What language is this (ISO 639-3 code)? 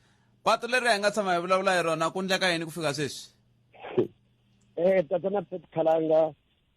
tso